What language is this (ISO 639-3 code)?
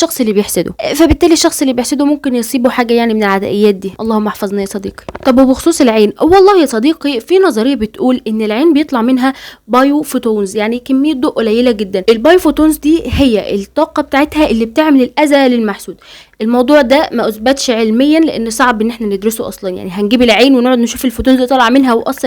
arz